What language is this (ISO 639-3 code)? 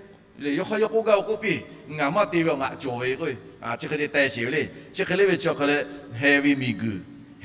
lhu